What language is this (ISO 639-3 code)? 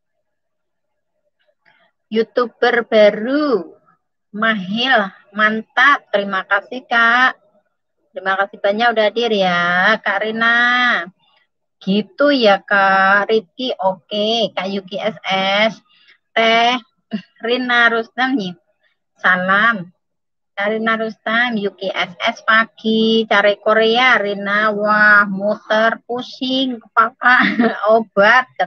ind